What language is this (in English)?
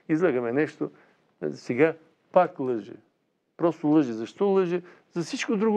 Bulgarian